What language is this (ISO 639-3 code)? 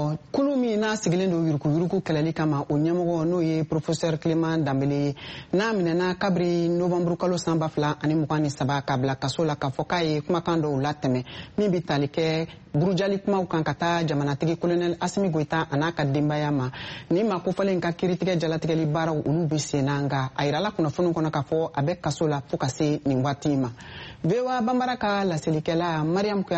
bam